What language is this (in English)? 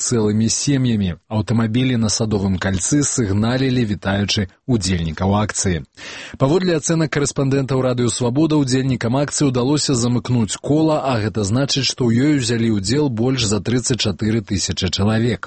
Belarusian